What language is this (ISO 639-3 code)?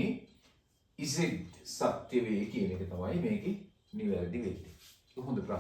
sin